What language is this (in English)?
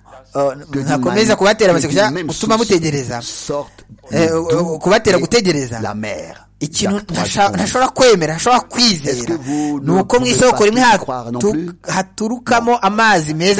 Kinyarwanda